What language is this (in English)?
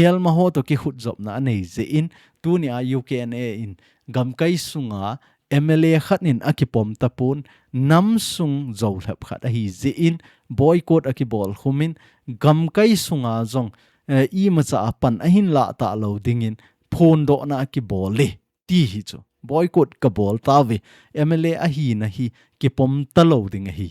Thado Chin